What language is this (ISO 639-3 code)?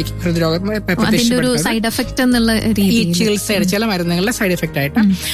mal